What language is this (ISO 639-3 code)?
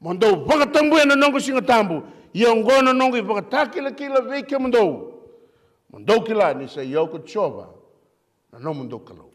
fij